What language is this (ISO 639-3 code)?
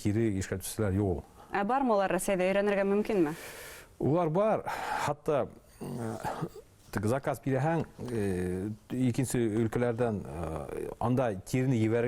bak